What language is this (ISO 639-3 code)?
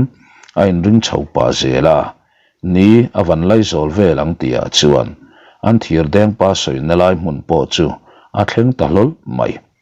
lus